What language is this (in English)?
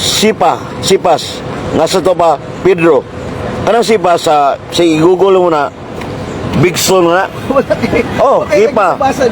Cebuano